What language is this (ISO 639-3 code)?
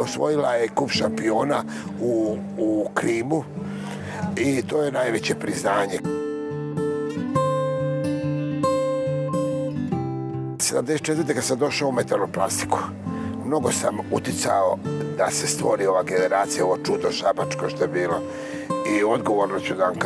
srp